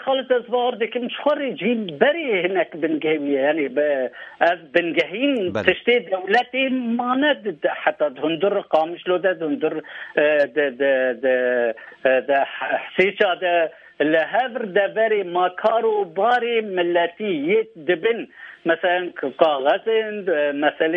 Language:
Kurdish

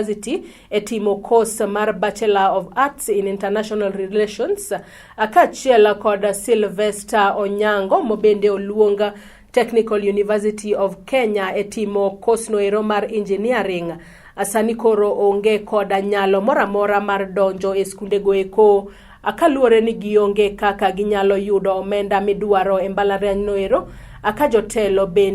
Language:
Luo (Kenya and Tanzania)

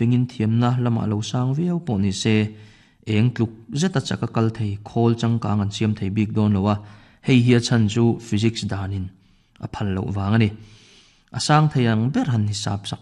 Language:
Mizo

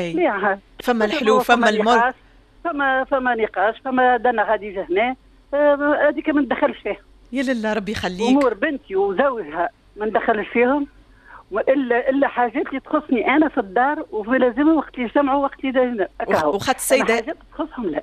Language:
Tunisian Arabic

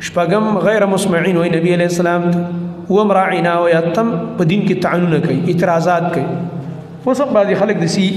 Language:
Pashto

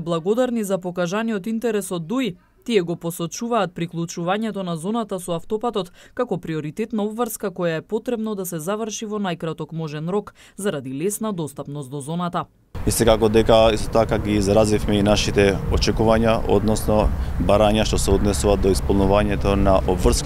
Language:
Macedonian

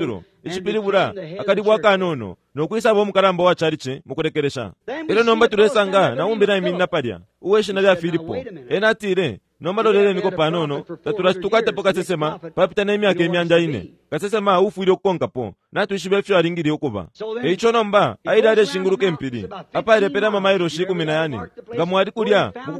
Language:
Bemba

